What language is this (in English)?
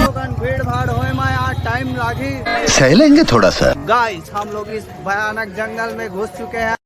Chhattisgarhi